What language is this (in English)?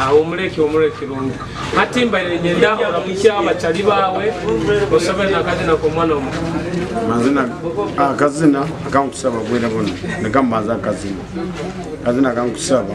Nyoro